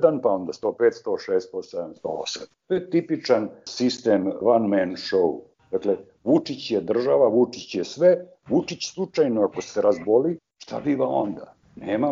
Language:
Serbian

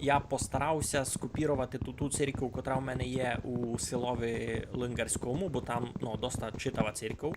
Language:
Rusyn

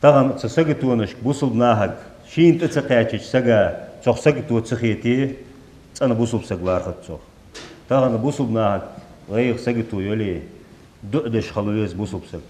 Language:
Ingush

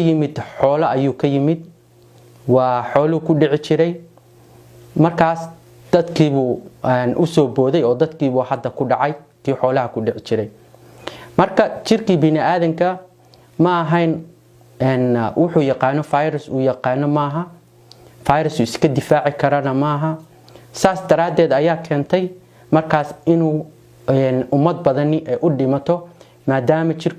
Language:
Somali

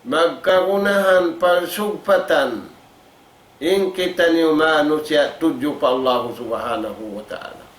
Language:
Tausug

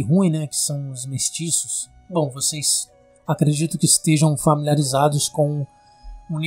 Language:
Portuguese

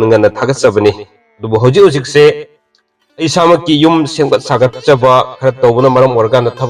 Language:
Manipuri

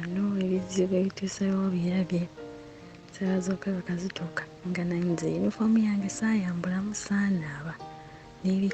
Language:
Ganda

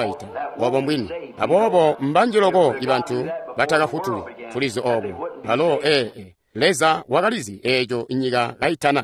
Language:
Tonga (Zambia)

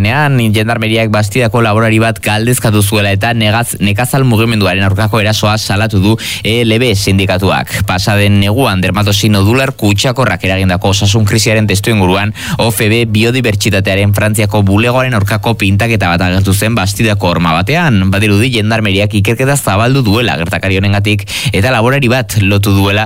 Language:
Basque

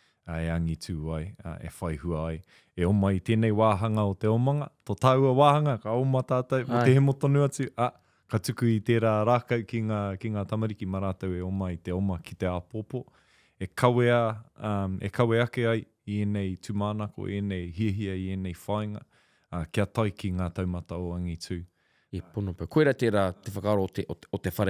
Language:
Māori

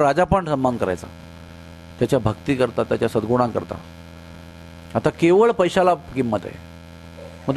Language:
Marathi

